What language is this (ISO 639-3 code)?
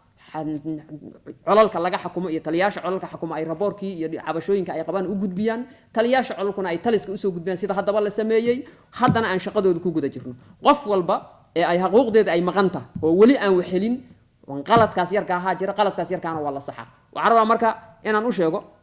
som